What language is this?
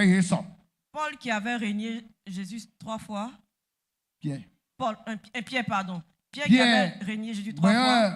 Baoulé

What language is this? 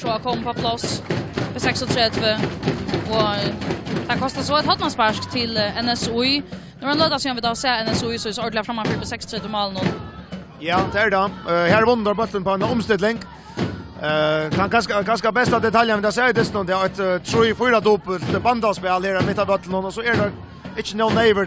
Faroese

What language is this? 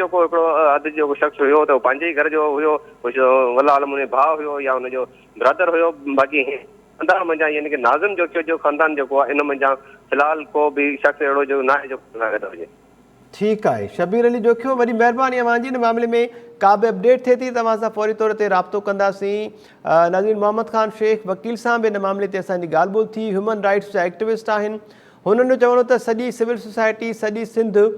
Sindhi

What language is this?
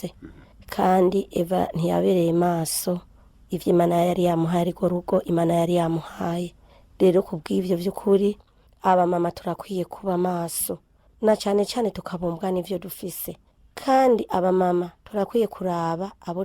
Rundi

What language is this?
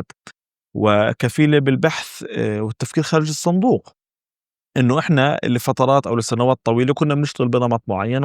North Levantine Arabic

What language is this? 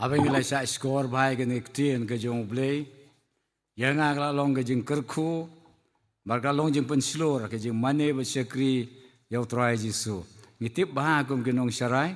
Khasi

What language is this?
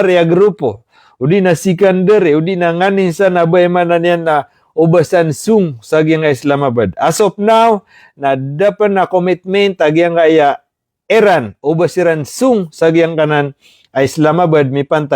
Maranao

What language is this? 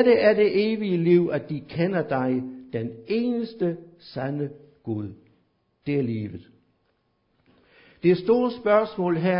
Danish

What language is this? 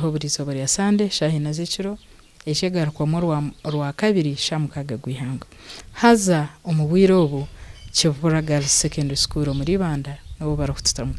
Nyankole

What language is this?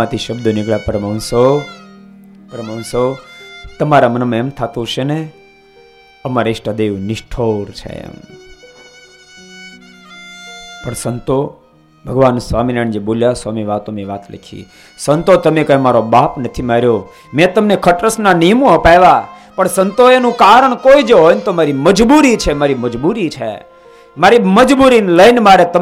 Gujarati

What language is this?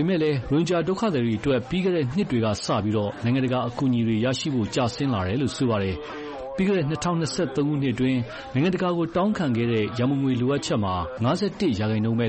Burmese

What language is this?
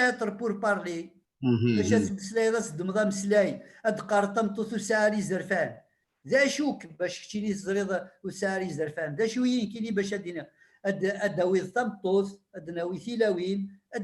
Kabyle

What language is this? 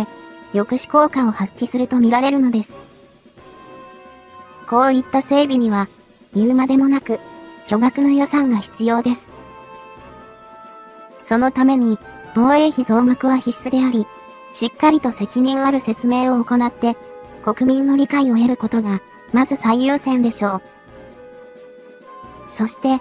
Japanese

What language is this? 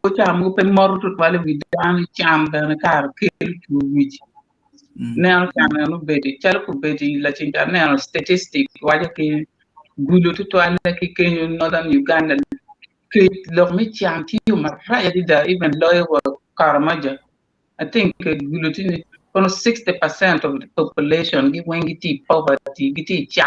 Acoli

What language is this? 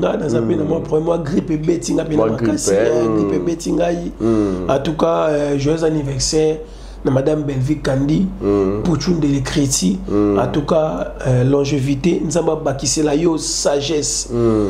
Lingala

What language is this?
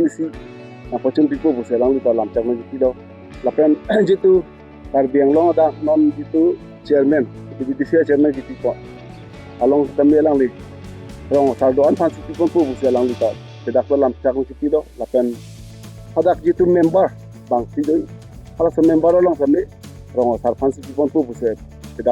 Karbi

